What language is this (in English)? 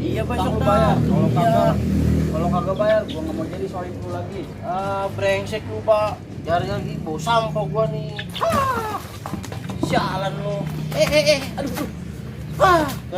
Betawi